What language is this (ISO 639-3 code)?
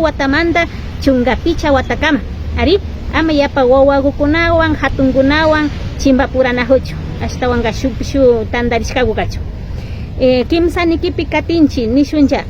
qvi